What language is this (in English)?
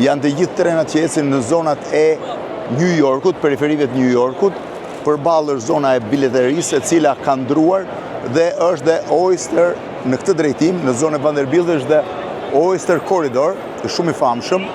Albanian